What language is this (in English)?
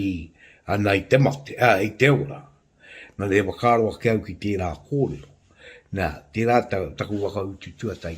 Māori